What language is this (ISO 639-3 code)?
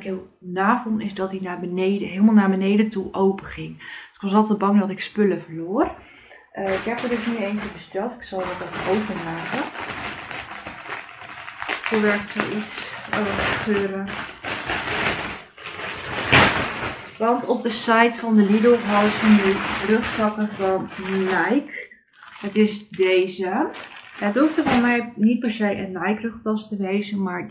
nld